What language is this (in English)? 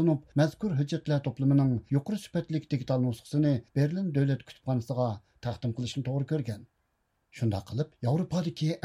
Uyghur